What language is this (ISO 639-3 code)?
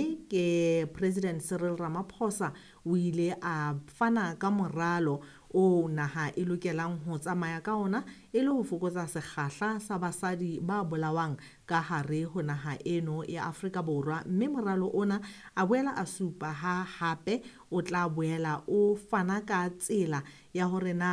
sot